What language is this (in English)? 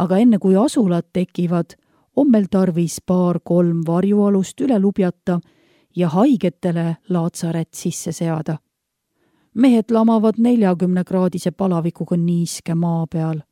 Estonian